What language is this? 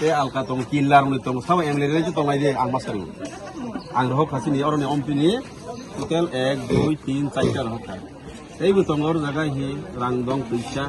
Kok Borok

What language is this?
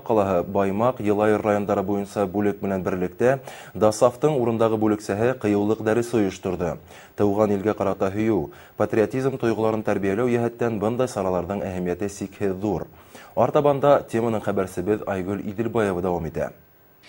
Bashkir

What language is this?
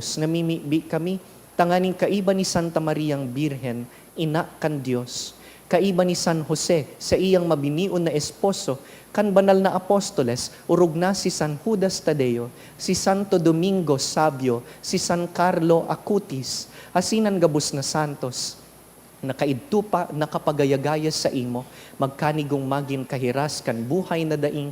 Bikol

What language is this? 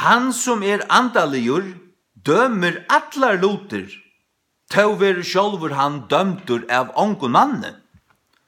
Faroese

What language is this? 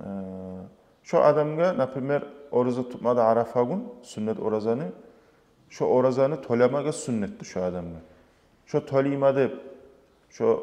Kumyk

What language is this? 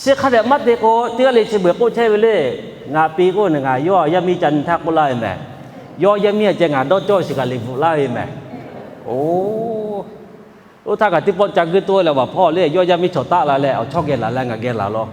Lahu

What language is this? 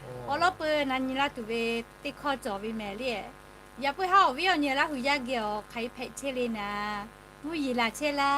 Lahu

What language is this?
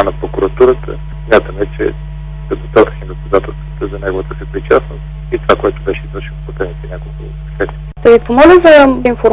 Bulgarian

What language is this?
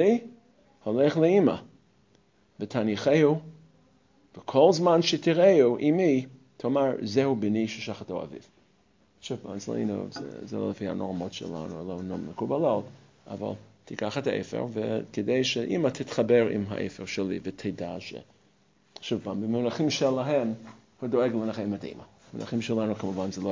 Hebrew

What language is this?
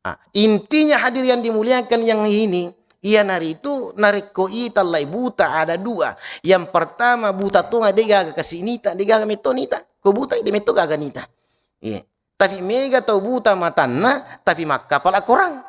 Buginese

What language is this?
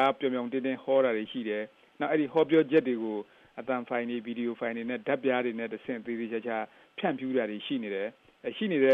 Burmese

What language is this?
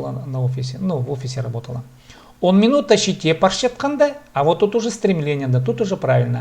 Khakas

